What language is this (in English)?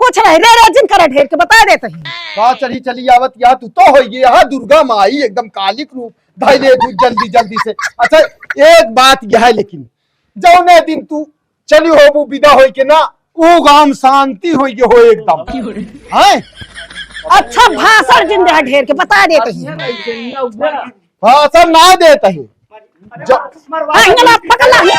Awadhi